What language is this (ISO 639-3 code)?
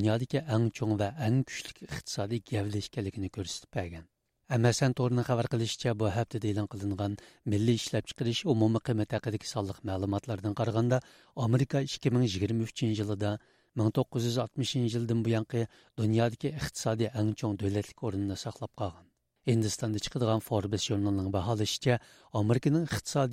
uig